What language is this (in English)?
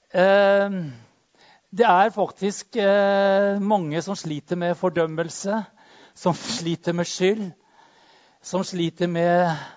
Norwegian